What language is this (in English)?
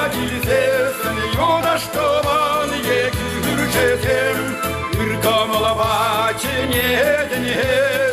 Chuvash